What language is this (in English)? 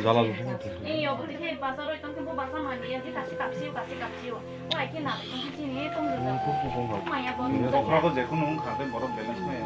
Kok Borok